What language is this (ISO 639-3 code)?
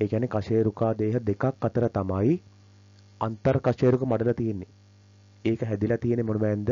sin